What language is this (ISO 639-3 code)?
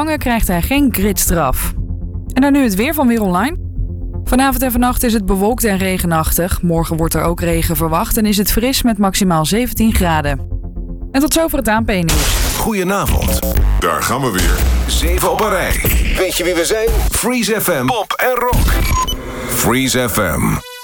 nld